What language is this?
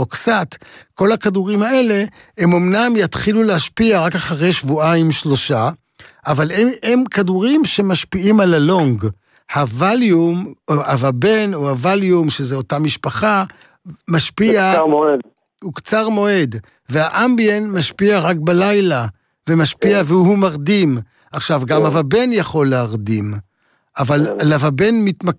Hebrew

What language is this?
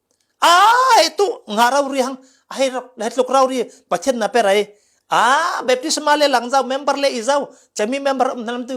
Falam Chin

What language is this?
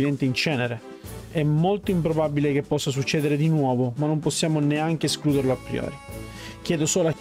Italian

